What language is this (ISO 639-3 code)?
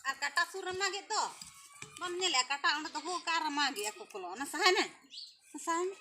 sat